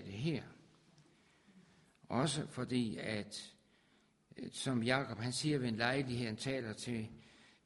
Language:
Danish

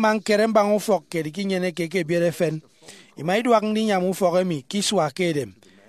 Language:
Efik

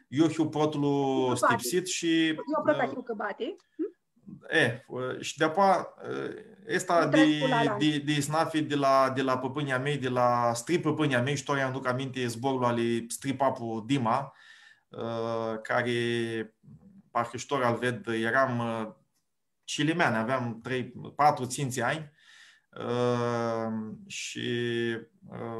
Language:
Aromanian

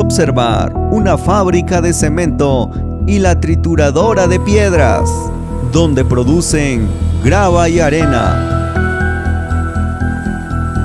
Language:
Spanish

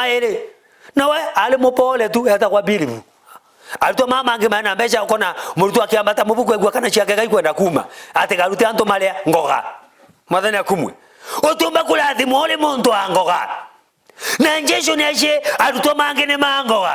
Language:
Meru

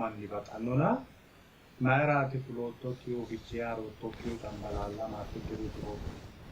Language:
Sidamo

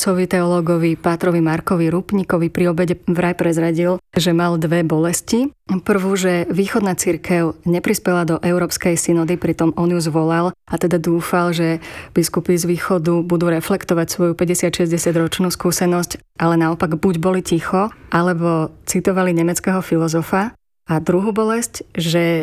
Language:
Slovak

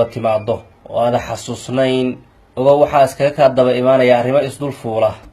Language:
Somali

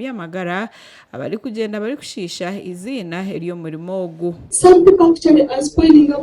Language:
Nyankole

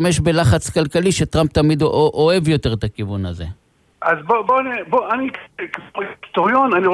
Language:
Hebrew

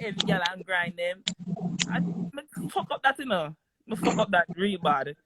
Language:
Jamaican Creole English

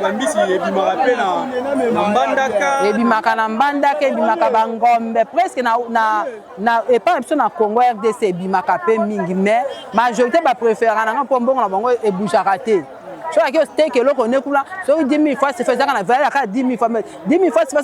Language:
Lingala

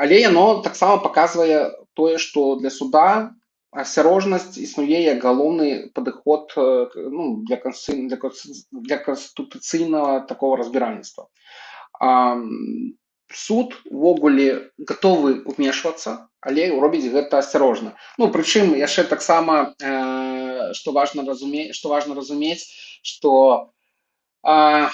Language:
Belarusian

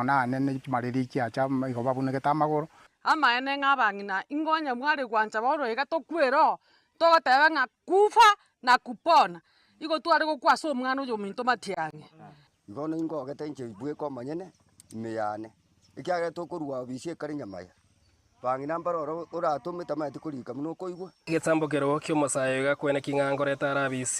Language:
Gusii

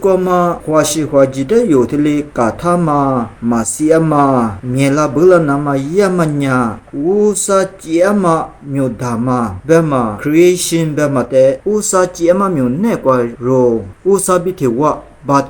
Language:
Lisu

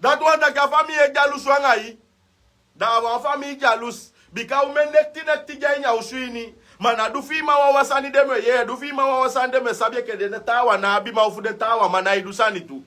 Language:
Sranan Tongo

